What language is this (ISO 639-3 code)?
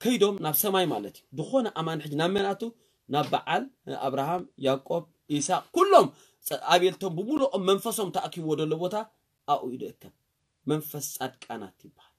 tir